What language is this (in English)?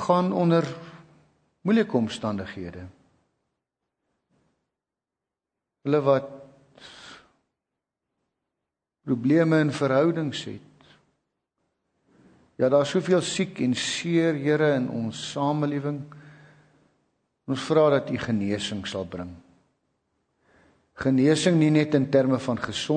Afrikaans